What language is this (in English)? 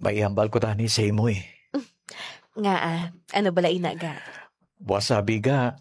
Hiligaynon